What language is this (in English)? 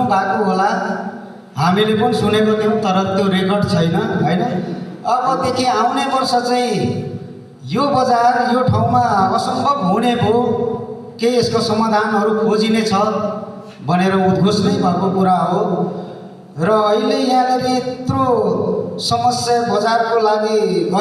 Nepali